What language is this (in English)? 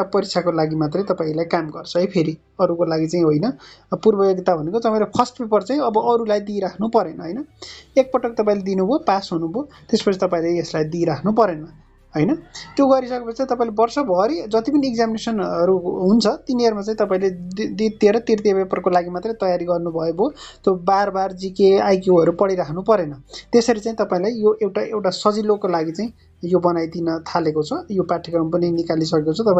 Nepali